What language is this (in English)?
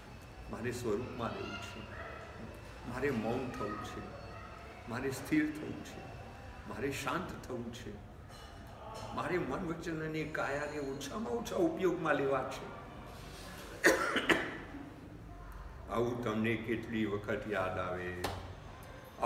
Gujarati